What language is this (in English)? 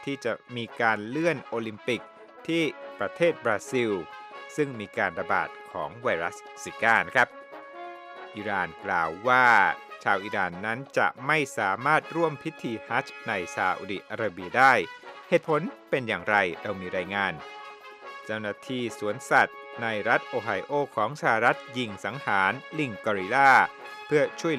Thai